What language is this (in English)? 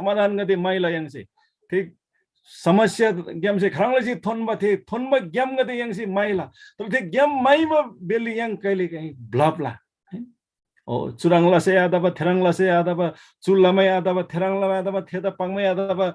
Eastern Tamang